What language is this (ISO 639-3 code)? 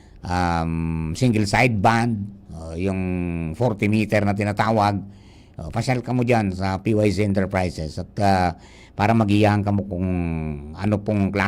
bik